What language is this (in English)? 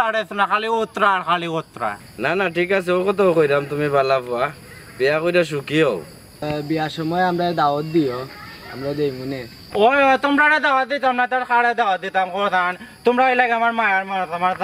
Sylheti